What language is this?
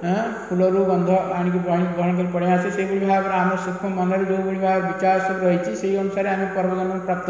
Odia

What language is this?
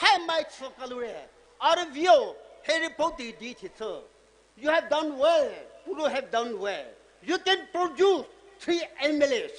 Poumei Naga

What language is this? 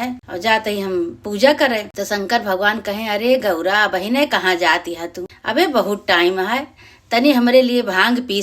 Awadhi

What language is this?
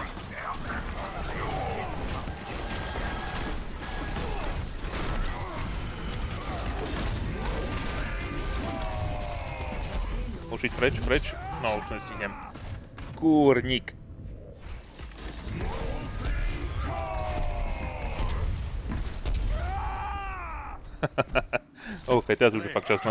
Slovak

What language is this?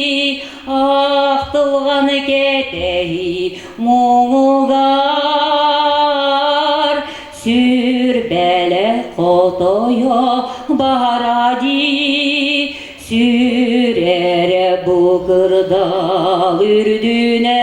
Yakut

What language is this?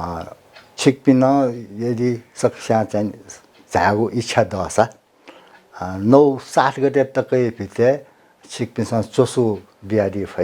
Newari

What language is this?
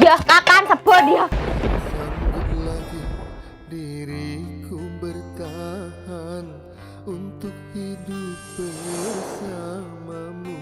Madurese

